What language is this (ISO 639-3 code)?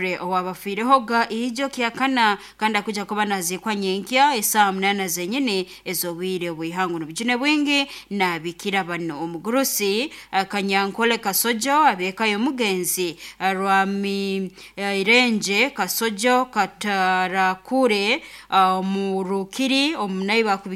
nyn